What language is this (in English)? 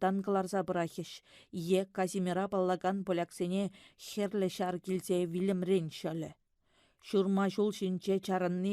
Chuvash